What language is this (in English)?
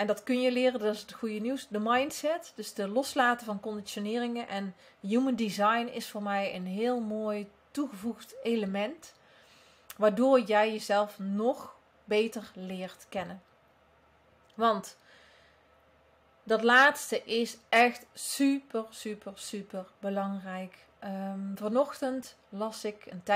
Dutch